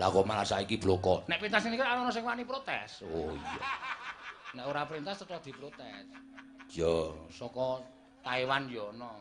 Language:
Javanese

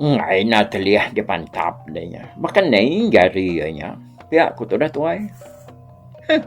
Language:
Iban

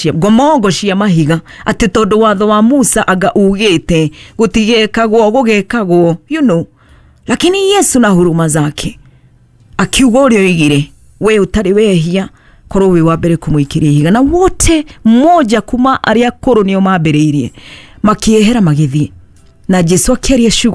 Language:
Kikuyu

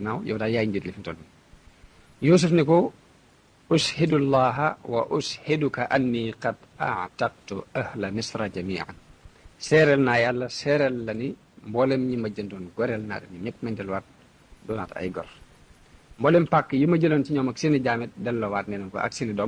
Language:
Wolof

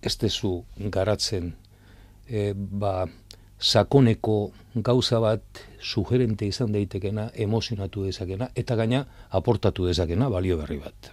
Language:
Basque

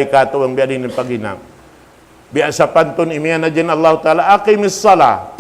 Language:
Tausug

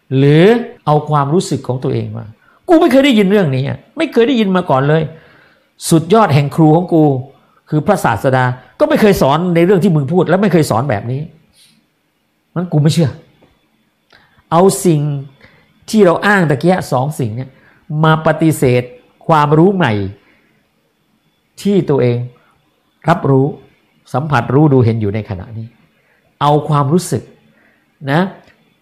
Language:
Thai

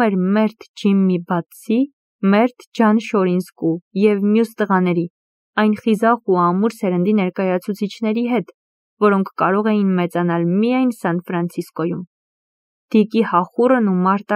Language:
Armenian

